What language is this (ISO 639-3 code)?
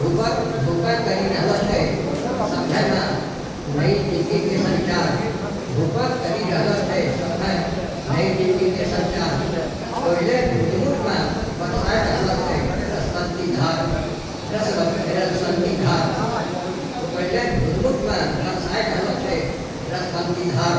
anp